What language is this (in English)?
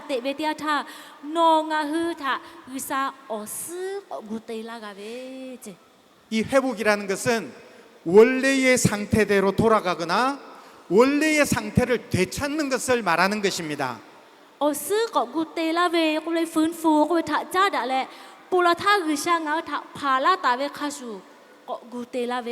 Lahu